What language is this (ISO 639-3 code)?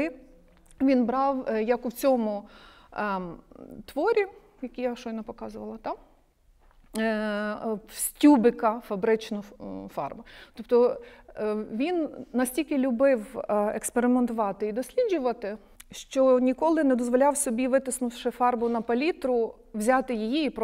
ukr